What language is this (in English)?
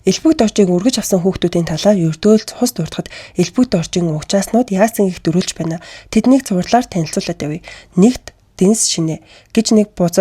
Mongolian